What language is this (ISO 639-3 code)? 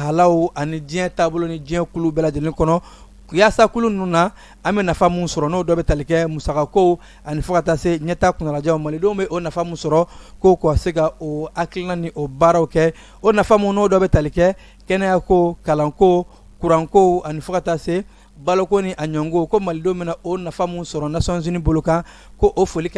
bam